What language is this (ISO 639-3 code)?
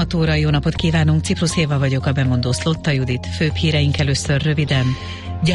hun